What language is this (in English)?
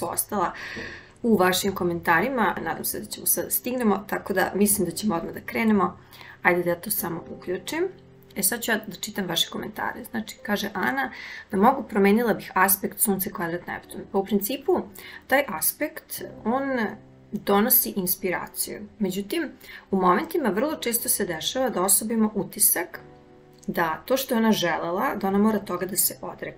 Serbian